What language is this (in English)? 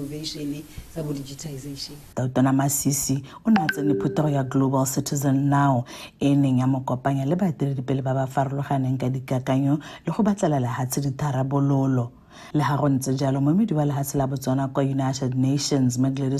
Tswana